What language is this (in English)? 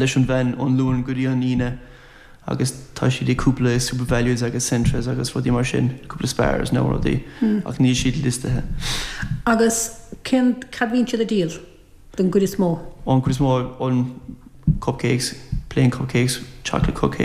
Irish